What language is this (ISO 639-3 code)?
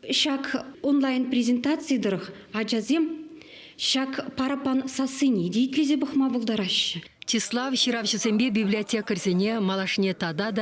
chv